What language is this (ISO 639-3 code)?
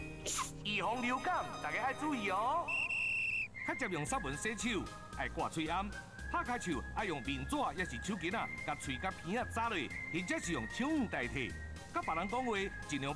nan